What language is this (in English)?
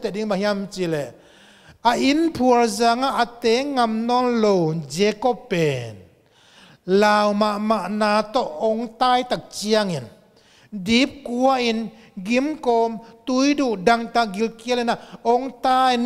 Tedim Chin